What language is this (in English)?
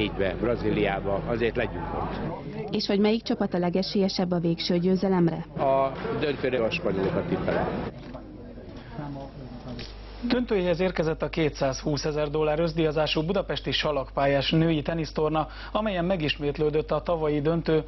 Hungarian